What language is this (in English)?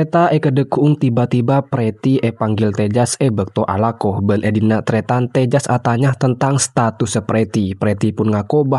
Madurese